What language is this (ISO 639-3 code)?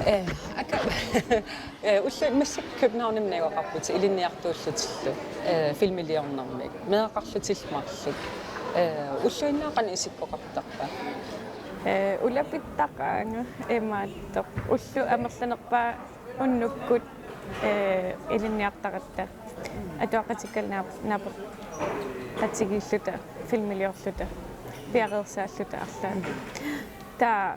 kal